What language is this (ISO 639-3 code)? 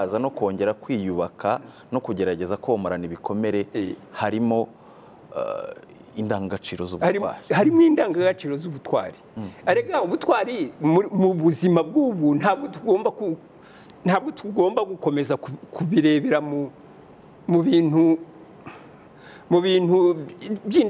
kin